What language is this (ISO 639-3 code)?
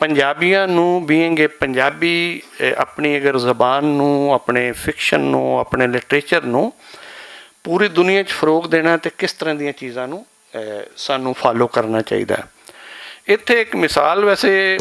lah